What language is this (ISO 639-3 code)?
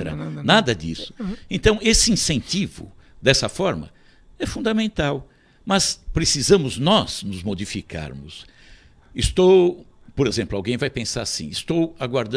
por